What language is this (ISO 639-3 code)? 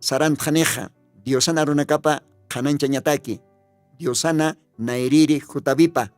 aym